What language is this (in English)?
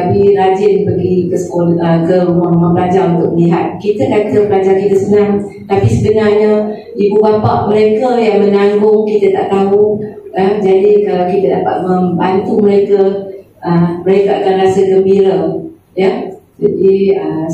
Malay